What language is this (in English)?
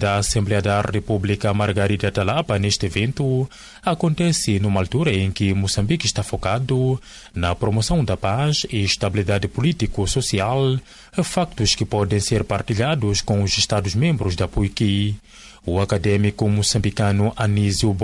Portuguese